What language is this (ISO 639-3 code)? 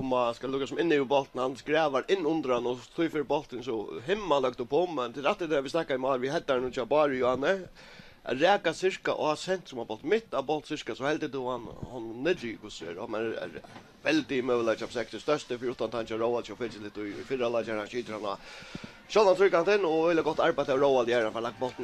fao